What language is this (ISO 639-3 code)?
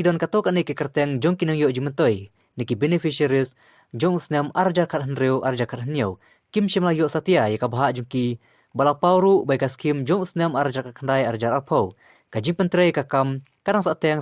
kha